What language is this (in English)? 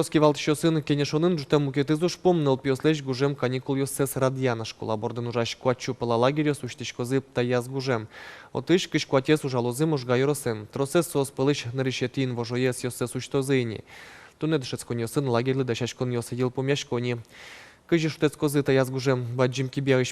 Udmurt